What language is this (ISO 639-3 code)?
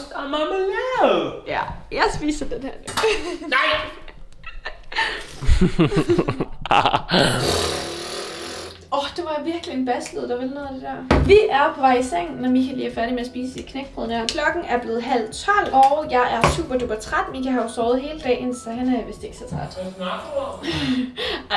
dan